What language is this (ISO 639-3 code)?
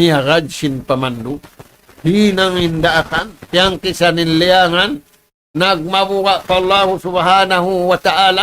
tsg